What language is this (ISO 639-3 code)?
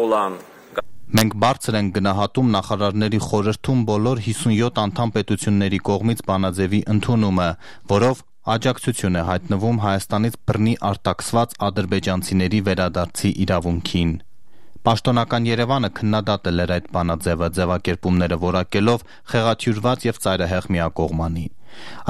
hye